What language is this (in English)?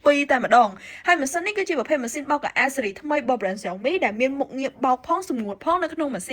Khmer